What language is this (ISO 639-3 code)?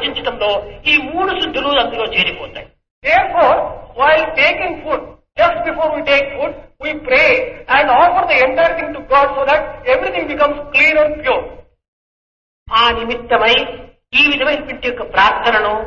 tel